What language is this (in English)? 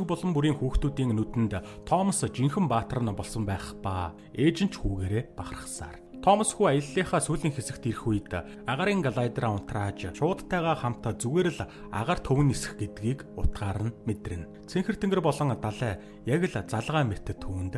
Mongolian